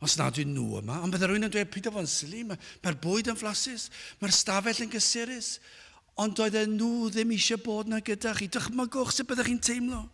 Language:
Welsh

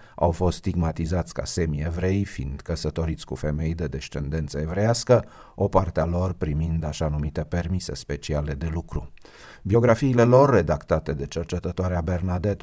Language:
Romanian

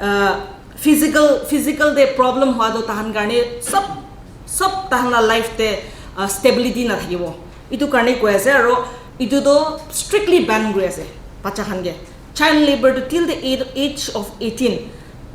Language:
Naga Pidgin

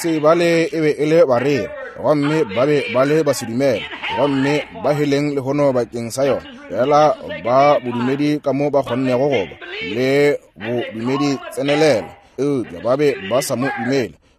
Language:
Northern Sotho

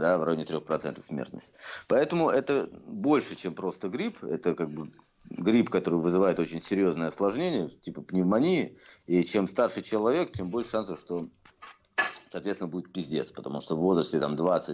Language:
Russian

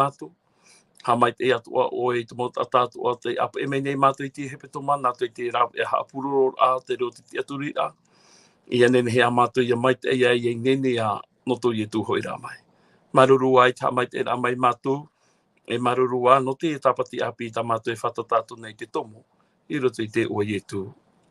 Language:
Tahitian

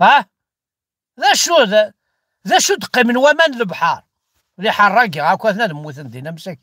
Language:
Kabyle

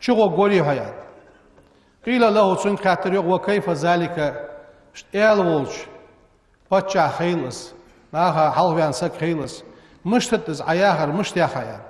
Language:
Ingush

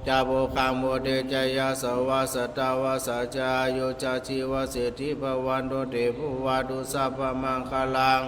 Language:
Pali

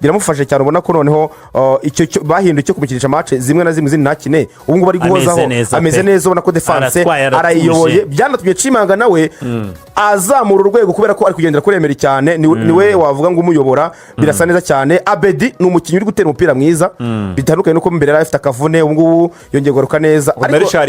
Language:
Kinyarwanda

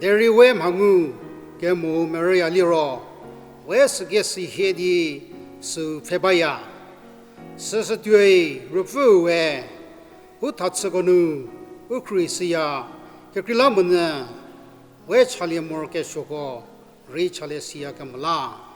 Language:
Angami Naga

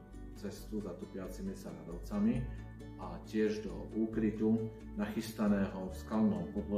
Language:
Slovak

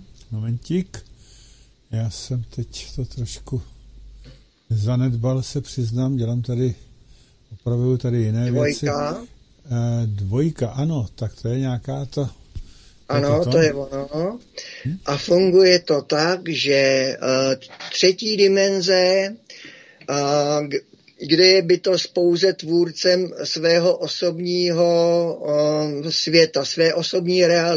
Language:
Czech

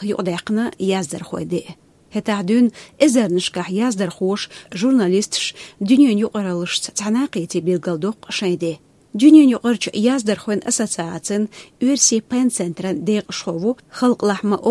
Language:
Chechen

